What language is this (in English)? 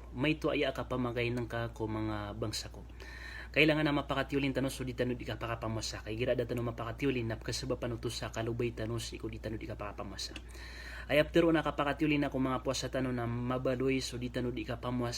Maranao